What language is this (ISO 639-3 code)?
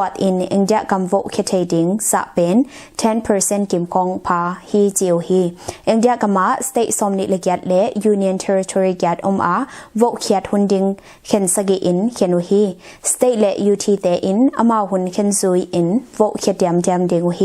ctd